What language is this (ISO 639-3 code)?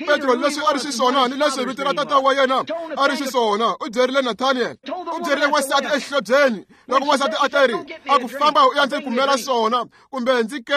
tso